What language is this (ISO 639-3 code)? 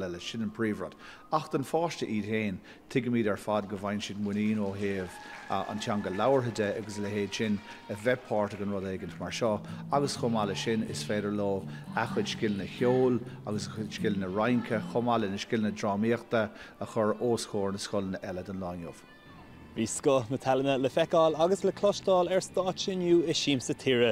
gle